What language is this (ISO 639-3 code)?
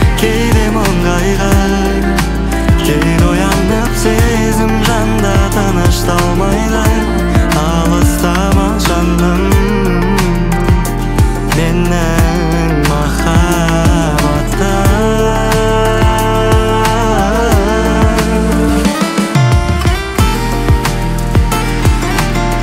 kaz